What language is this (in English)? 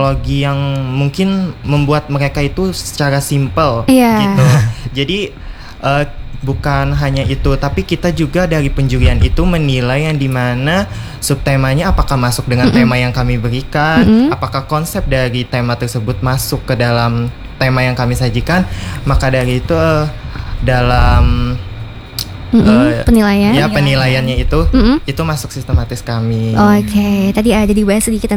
Indonesian